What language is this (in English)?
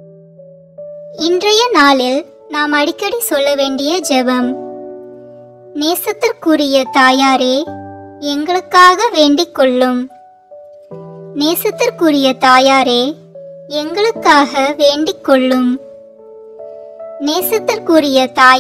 Tamil